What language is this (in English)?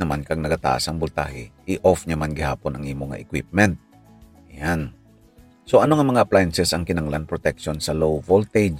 Hiligaynon